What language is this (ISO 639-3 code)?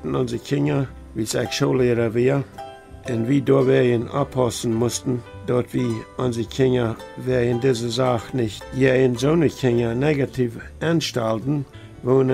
pdt